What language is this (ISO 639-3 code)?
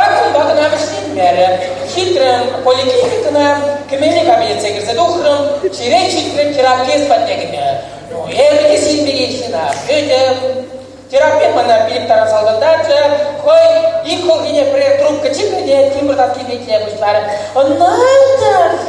chv